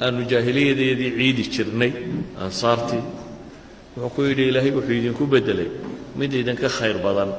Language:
Somali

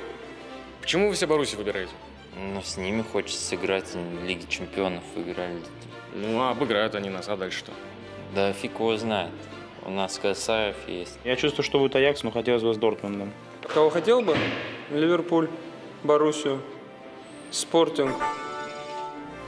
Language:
Russian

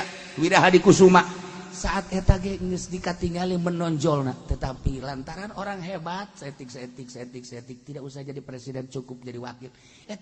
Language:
Sundanese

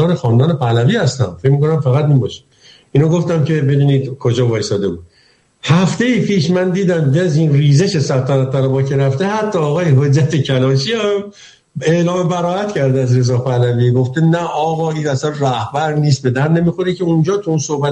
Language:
Persian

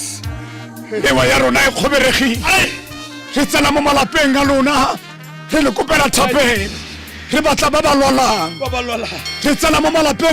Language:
Tswana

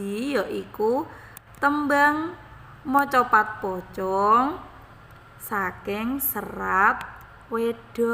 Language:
Javanese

